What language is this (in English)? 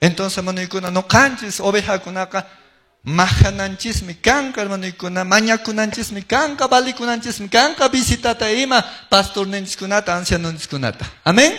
Quechua